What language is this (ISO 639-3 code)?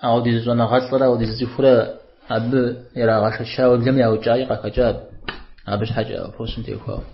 kbd